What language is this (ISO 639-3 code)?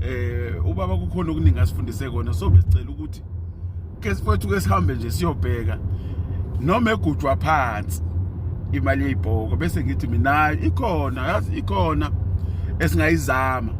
zul